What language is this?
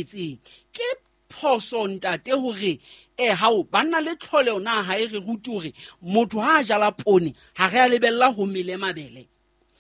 Southern Sotho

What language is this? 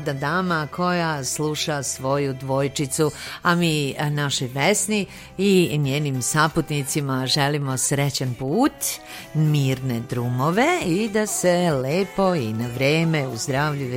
Serbian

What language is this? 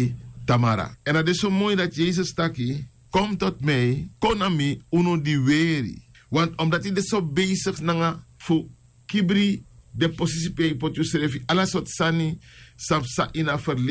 Sranan Tongo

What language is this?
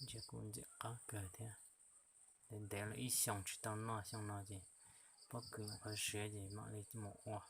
Hmong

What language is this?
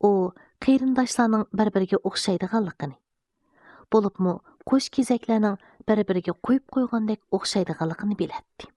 Uyghur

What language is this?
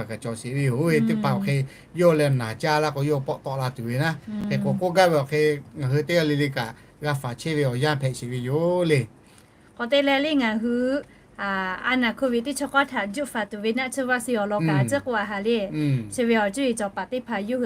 Lahu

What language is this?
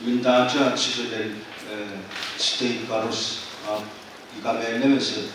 Pohnpeian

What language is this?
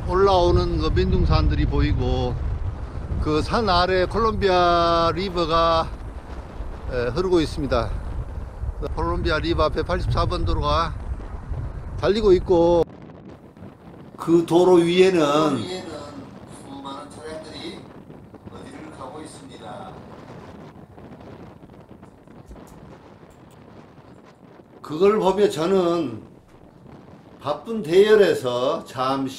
Korean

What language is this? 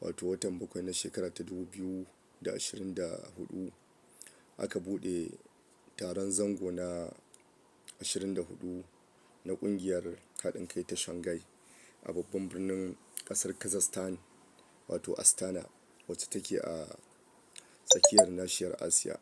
Hausa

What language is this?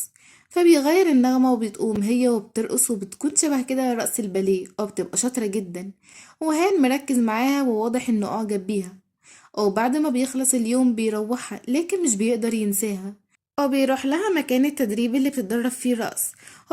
Egyptian Arabic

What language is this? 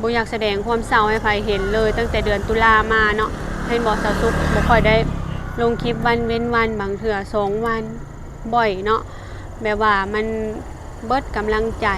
Lao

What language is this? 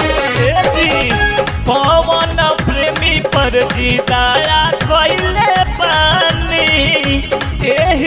Bhojpuri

